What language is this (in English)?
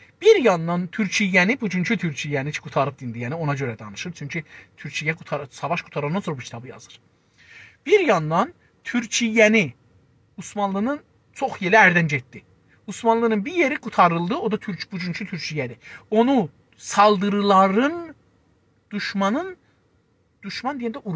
South Azerbaijani